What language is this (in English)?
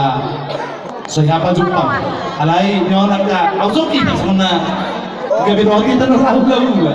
Batak Toba